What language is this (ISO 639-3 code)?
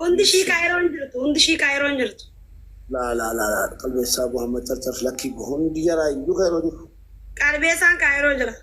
orm